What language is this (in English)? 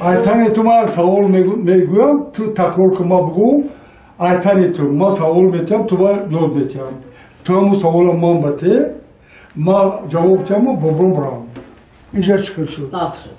Tajik